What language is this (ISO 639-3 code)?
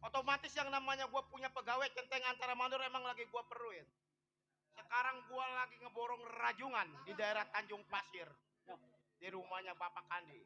bew